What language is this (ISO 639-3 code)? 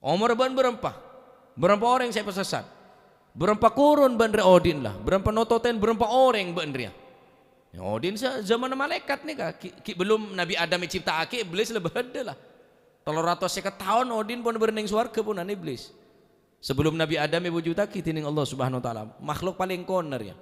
mad